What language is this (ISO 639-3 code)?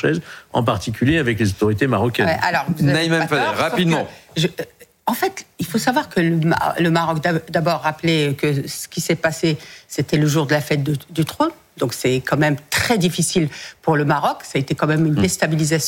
fra